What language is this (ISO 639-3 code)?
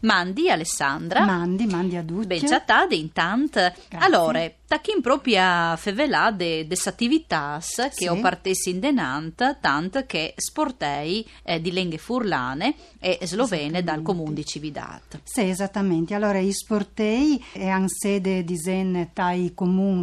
fur